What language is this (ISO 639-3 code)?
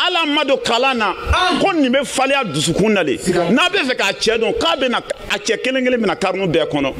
bam